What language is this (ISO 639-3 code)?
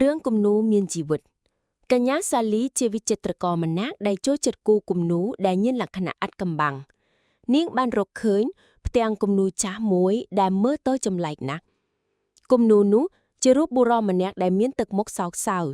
khm